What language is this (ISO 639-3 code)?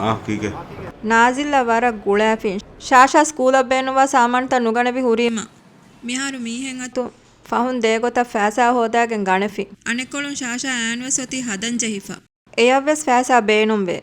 div